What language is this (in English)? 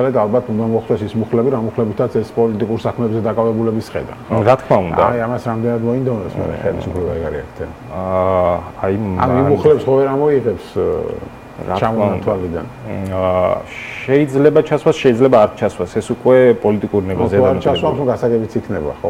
Georgian